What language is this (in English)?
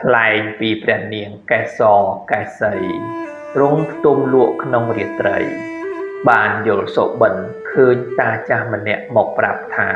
Khmer